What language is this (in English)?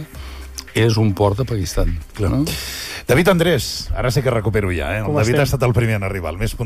Catalan